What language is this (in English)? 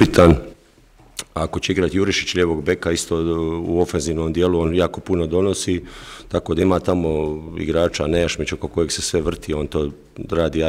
Croatian